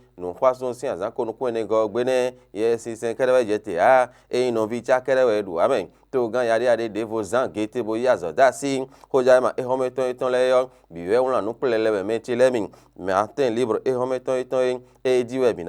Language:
Fon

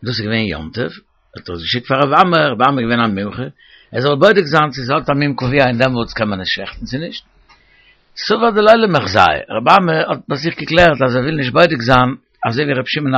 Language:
Yiddish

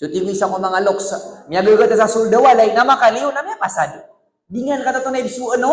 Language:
Maranao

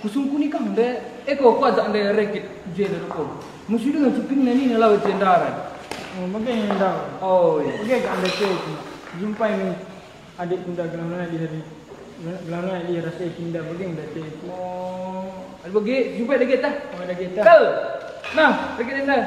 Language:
Batak Karo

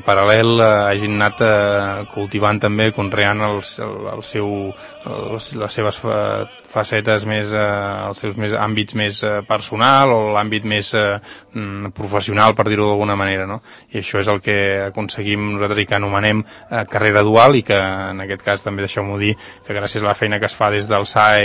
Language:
Catalan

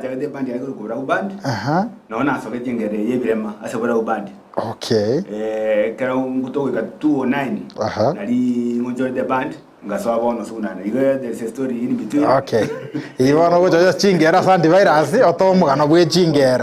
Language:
Gusii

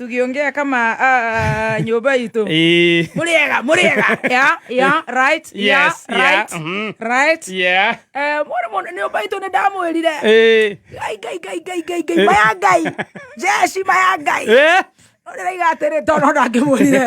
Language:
Kikuyu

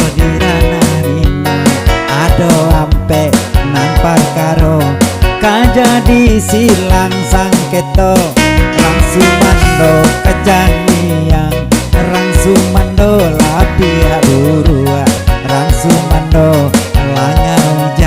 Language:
Minangkabau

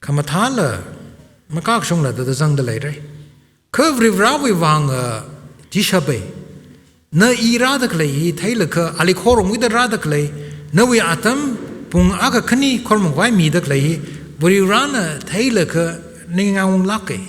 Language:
Tangkhul Naga (India)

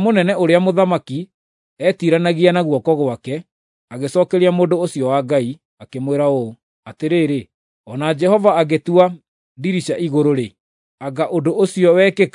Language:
Kikuyu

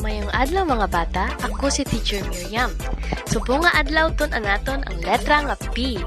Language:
Hiligaynon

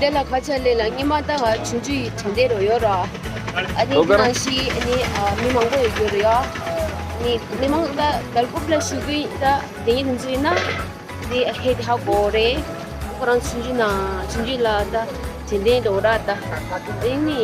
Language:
Tibetan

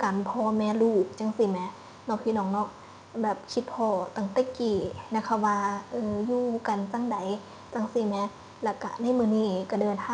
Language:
Northeastern Thai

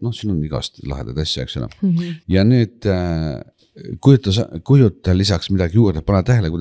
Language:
Estonian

